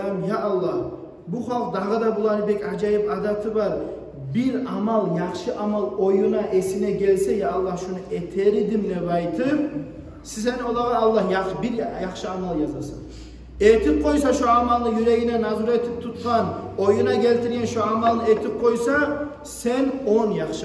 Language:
Kumyk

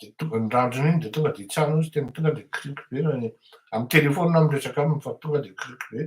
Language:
Malagasy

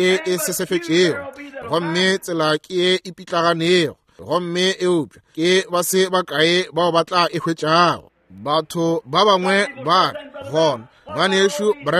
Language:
Northern Sotho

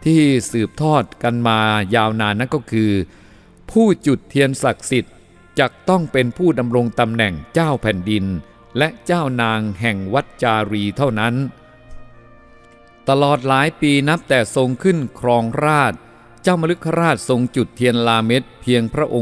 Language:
Thai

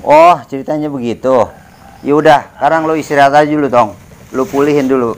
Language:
Betawi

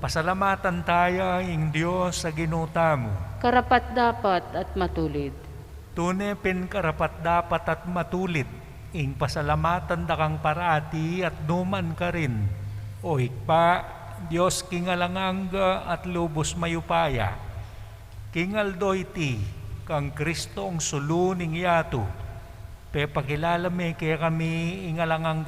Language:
Pampanga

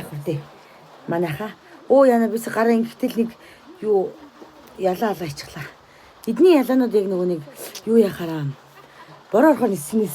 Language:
Mongolian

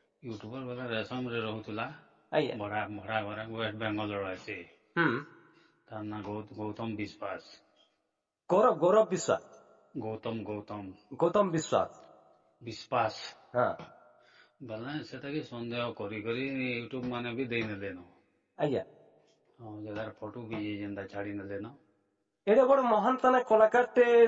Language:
Odia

